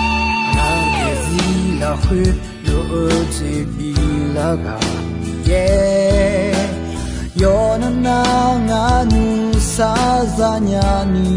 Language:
Akha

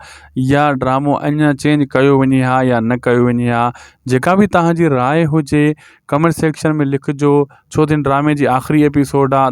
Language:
Sindhi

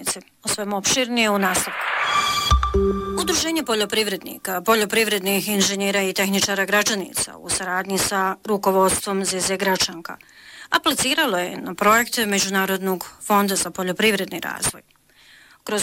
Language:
Bosnian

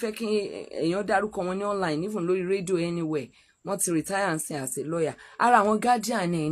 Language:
Yoruba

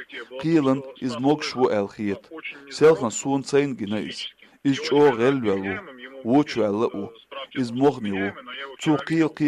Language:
Chechen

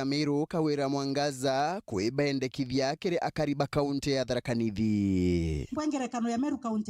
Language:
Meru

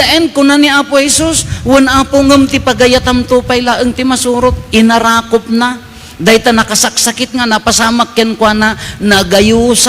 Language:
Iloko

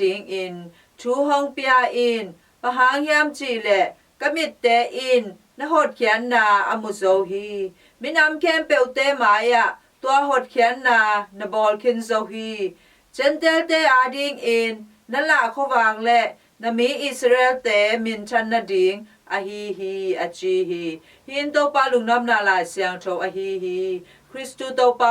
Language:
Tedim Chin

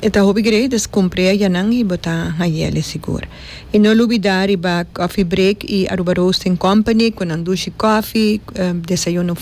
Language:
Papiamento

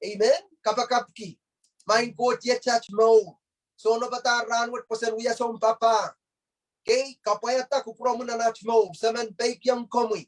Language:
Pohnpeian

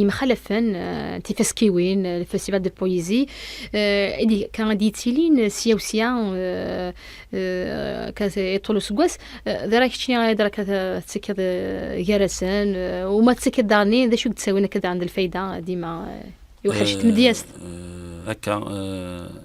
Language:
Kabyle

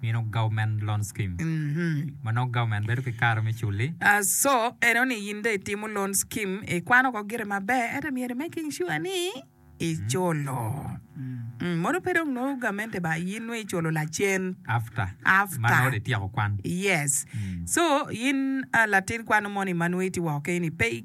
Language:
Acoli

